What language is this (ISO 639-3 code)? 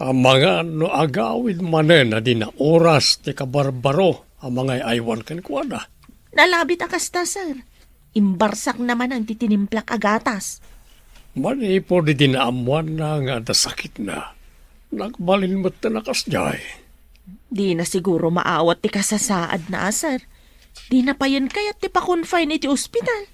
ilo